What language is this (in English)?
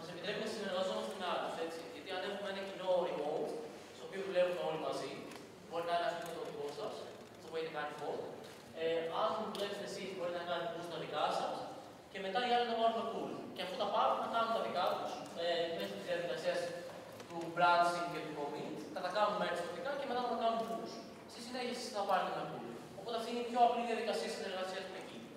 Greek